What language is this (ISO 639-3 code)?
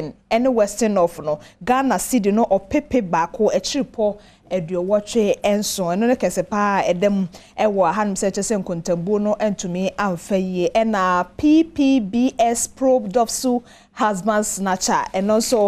aka